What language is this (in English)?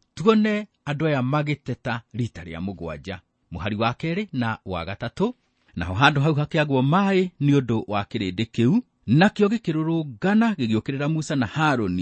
Kikuyu